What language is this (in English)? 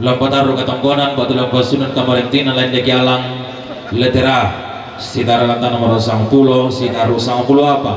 Toraja-Sa'dan